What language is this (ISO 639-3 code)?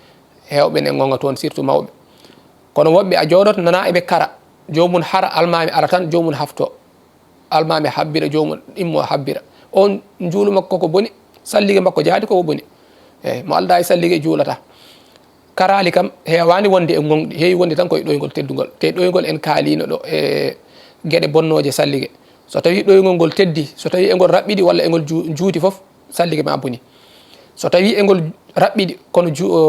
ful